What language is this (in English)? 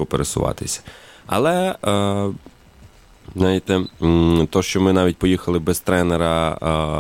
Ukrainian